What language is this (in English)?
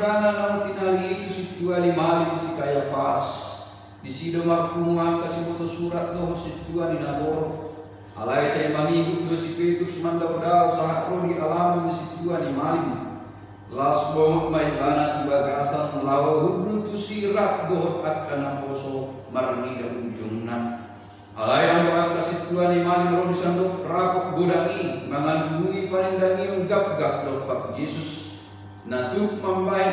Batak Toba